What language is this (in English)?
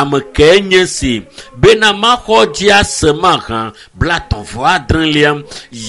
Ewe